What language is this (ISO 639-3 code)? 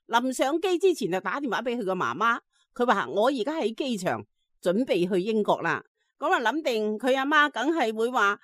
yue